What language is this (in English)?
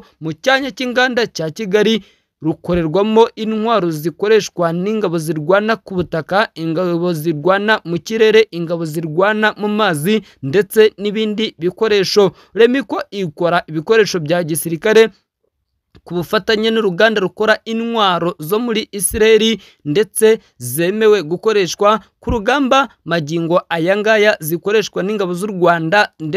Kinyarwanda